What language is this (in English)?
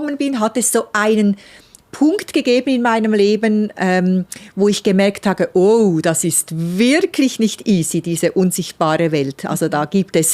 Swiss German